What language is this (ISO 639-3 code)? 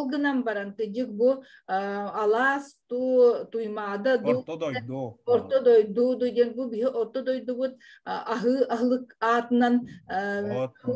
sah